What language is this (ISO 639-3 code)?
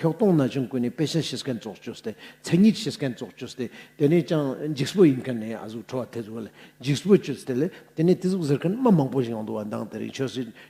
lbj